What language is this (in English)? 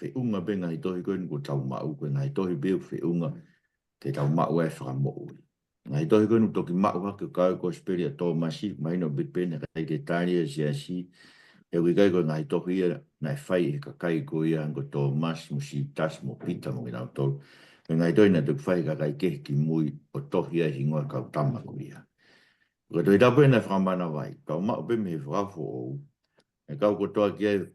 Tongan